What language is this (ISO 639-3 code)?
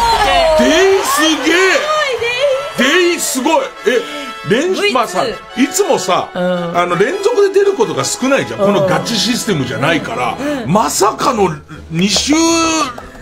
jpn